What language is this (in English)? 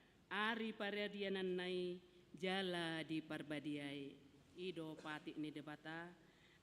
Batak Toba